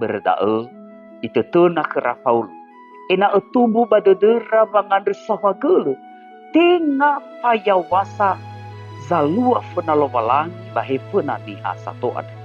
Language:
Nias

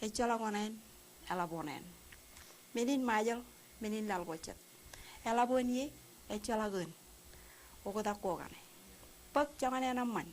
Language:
Marshallese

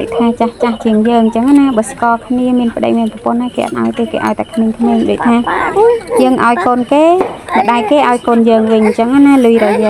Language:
Khmer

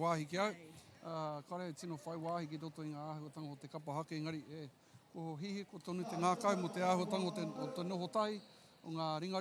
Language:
Māori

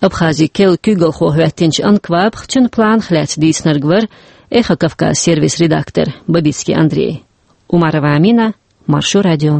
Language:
Chechen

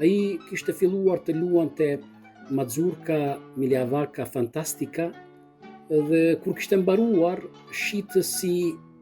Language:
Albanian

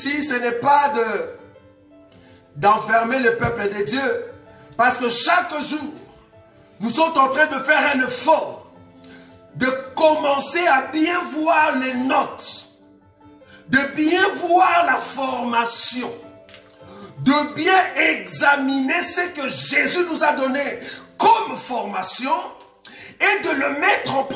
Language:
French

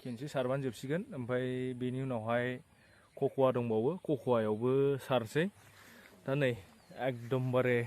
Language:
Bodo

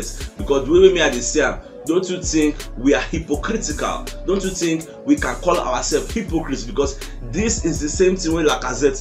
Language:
Nigerian Pidgin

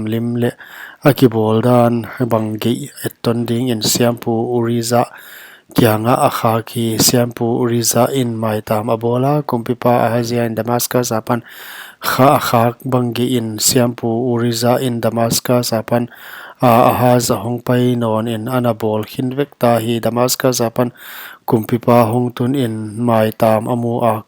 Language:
Paite Chin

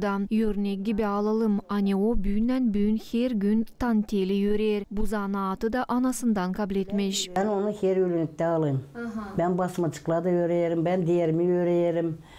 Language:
Gagauz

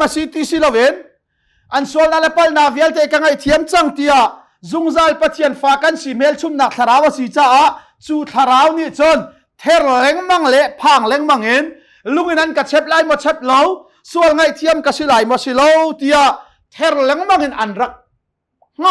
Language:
Hakha Chin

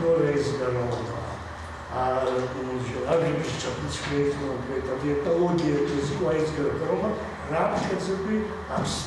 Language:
Abkhazian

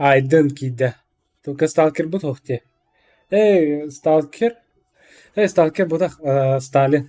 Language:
Yakut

